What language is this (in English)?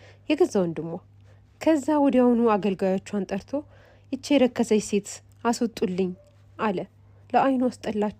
Amharic